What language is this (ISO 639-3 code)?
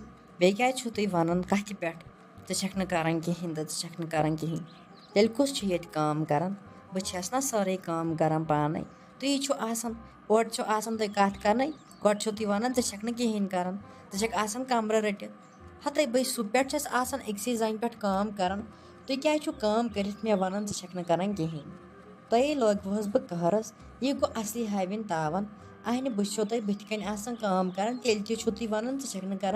kas